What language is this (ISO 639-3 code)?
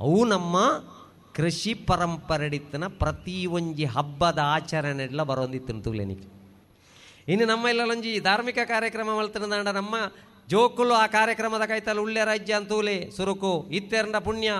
tcy